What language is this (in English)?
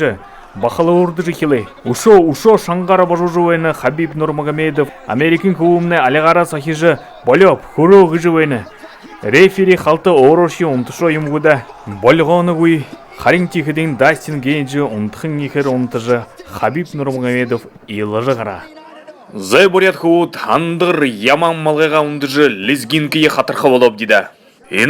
Buriat